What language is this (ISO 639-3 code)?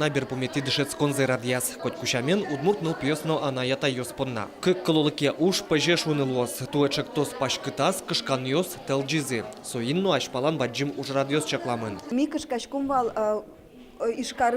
udm